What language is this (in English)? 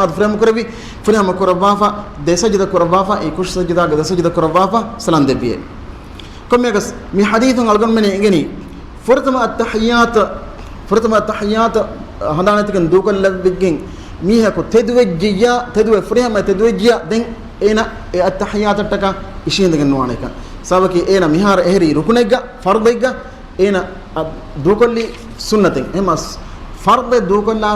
Divehi